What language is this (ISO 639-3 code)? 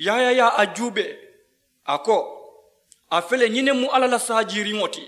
man